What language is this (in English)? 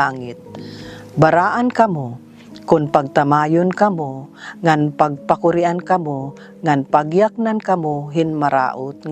Waray